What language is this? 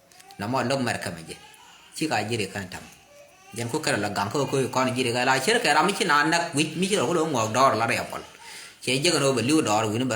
Nuer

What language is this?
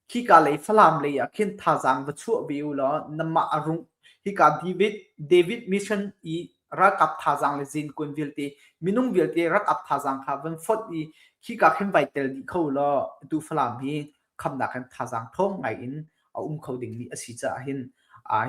Hakha Chin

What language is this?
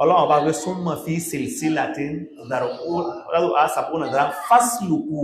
Yoruba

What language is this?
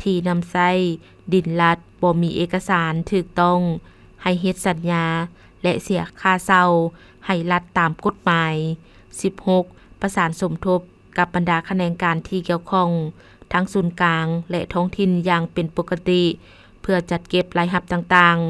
Lao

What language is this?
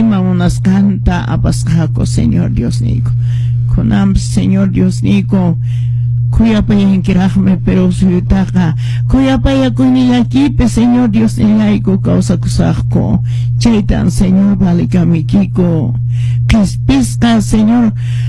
Quechua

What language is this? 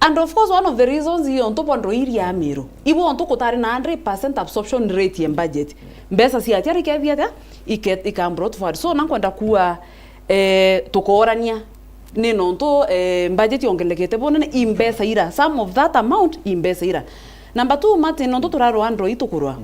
Meru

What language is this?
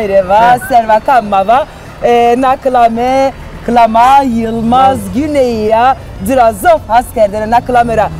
Zaza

